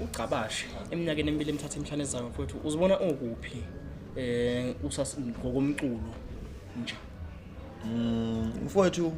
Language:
Zulu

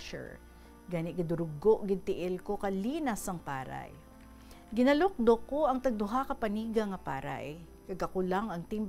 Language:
Hiligaynon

